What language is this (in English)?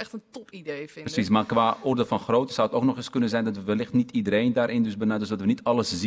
Dutch